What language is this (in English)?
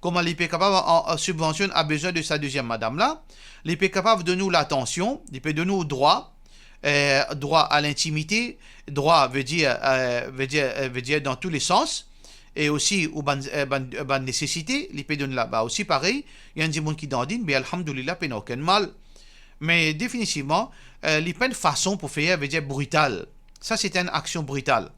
Morisyen